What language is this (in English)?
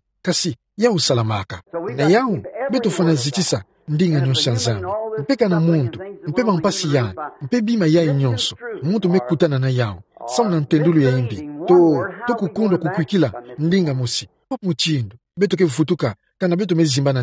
Kituba (Democratic Republic of Congo)